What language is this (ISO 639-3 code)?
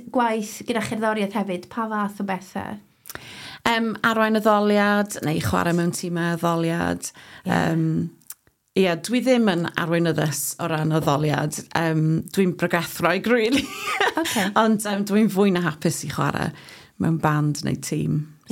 cym